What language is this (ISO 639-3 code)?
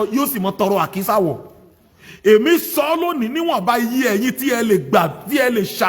yor